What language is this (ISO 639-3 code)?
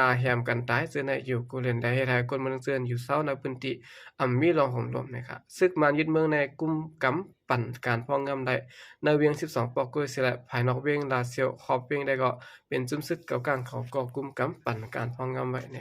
shn